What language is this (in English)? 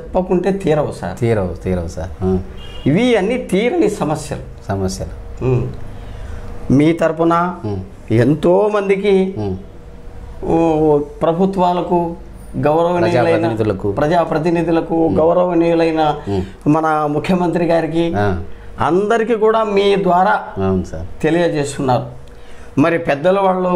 Telugu